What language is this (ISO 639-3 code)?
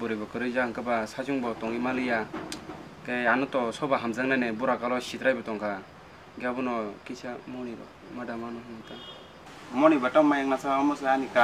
trp